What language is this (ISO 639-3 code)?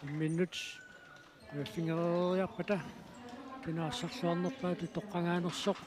kal